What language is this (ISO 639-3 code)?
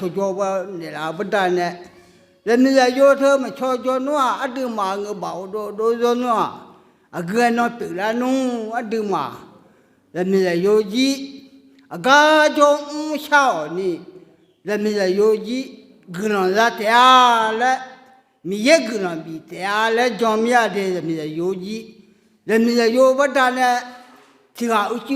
ahk